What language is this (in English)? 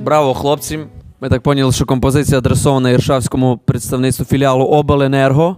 Rusyn